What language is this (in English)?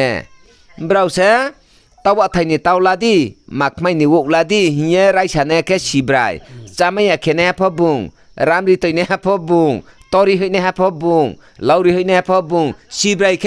Riang (India)